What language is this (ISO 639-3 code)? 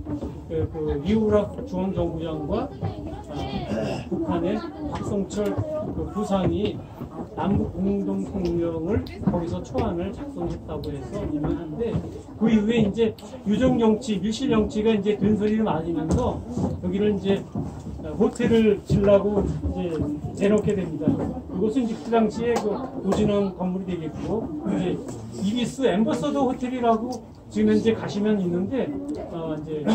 kor